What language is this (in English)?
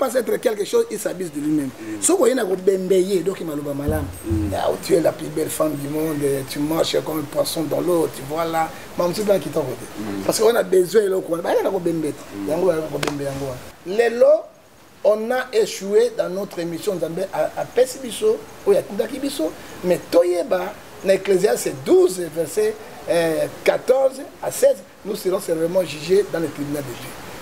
Lingala